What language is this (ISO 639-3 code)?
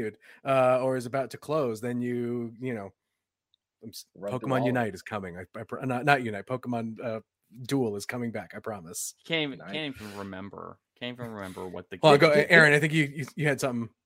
eng